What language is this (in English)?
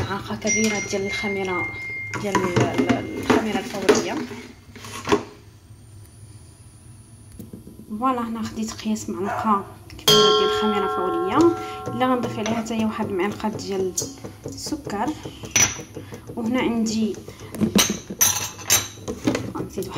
Moroccan Arabic